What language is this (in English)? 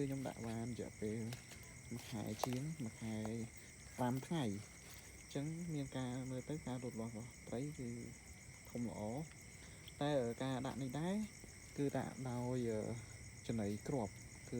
Khmer